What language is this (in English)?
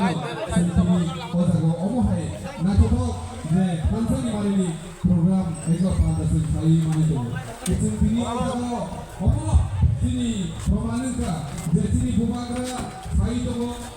Kok Borok